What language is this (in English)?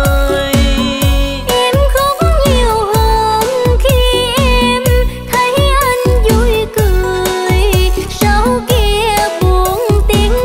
Vietnamese